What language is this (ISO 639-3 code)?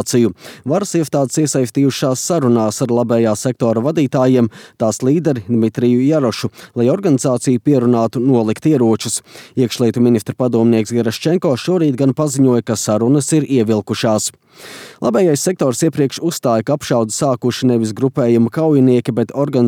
lav